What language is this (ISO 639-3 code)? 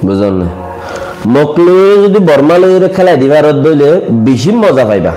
rhg